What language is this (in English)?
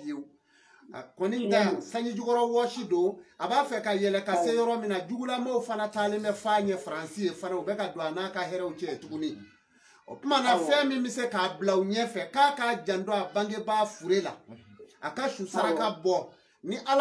Bambara